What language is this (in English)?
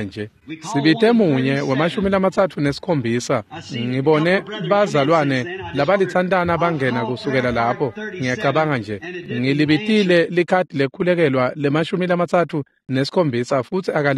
Swati